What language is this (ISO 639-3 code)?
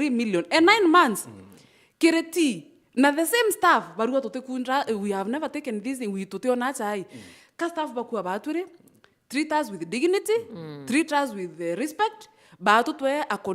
mer